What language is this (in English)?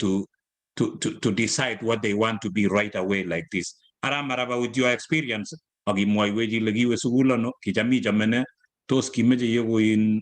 Kalenjin